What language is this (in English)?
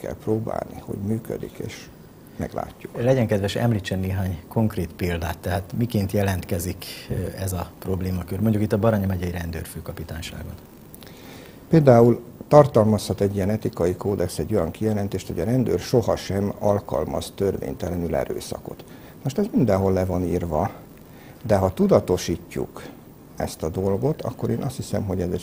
Hungarian